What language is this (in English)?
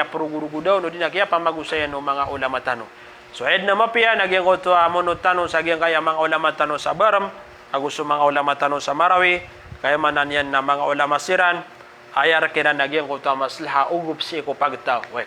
Maranao